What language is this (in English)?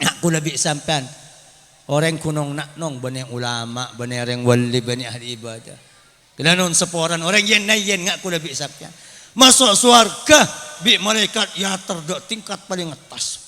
Madurese